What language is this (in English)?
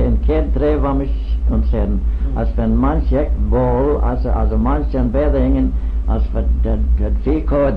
Manx